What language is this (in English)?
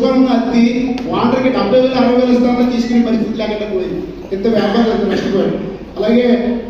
Telugu